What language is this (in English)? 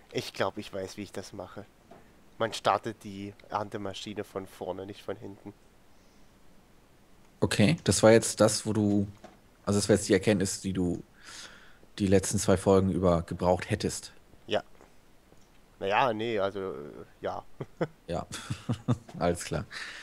German